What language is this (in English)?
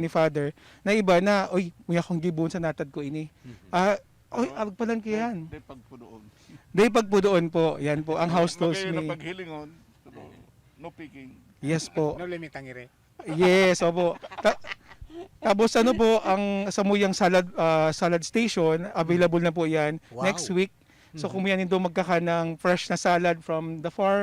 Bikol